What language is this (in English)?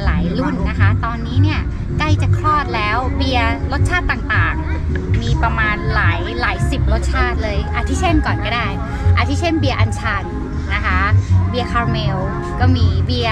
Thai